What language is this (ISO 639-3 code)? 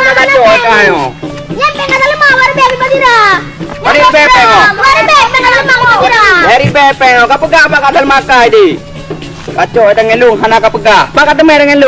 ace